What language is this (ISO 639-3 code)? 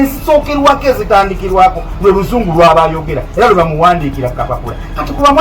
lug